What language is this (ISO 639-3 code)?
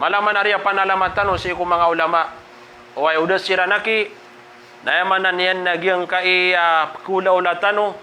mrw